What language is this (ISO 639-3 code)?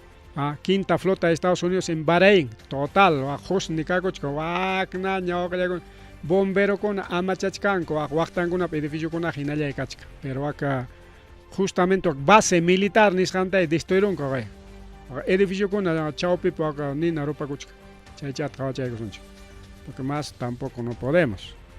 quy